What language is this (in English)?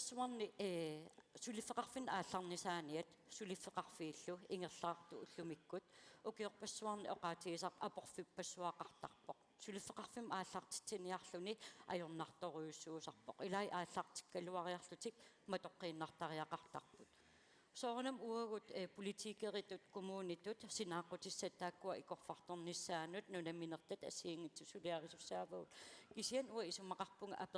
Kalaallisut